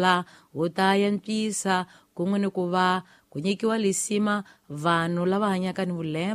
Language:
Tsonga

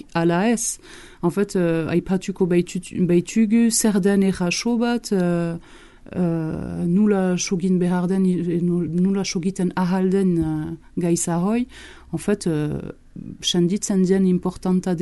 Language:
Basque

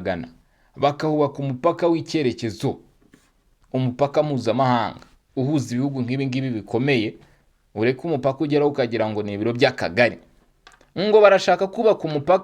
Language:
Kinyarwanda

